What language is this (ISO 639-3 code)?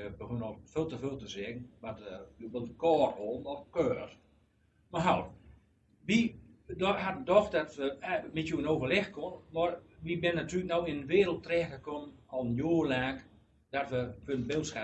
gos